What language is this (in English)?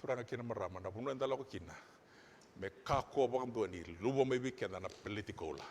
Fijian